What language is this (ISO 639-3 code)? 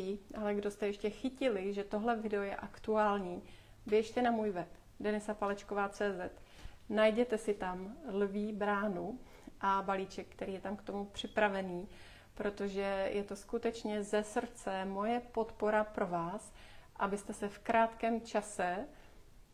ces